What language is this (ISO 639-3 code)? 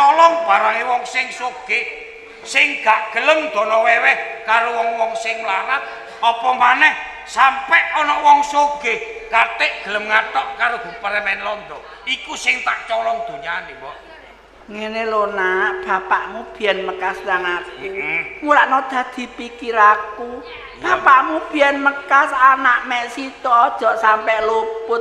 jav